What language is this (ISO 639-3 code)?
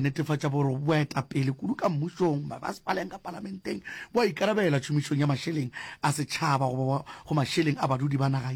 nso